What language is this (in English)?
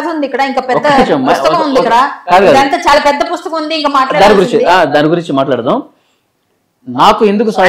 Telugu